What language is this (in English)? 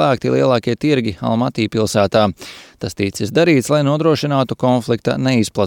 Latvian